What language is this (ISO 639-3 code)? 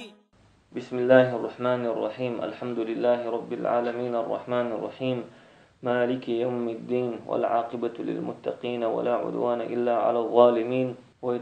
che